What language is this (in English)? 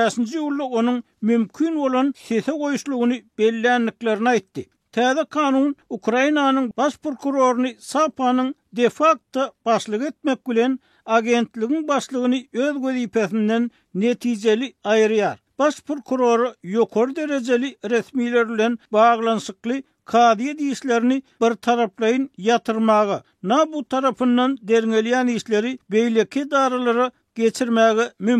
Turkmen